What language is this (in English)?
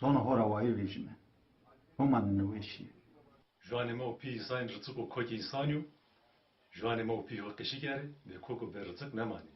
Zaza